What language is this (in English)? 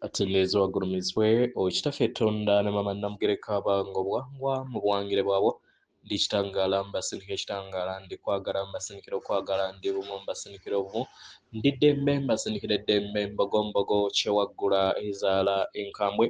Ganda